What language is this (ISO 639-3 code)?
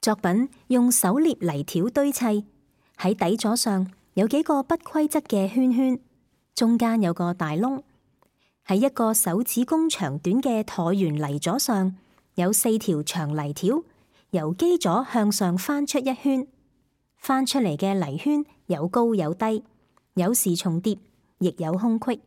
yue